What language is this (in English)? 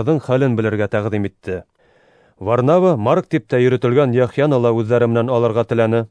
Bashkir